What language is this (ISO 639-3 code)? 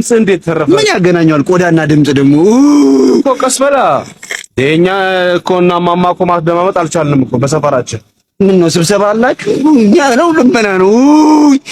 amh